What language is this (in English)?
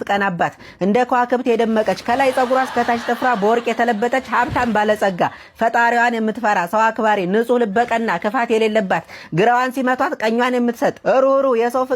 Amharic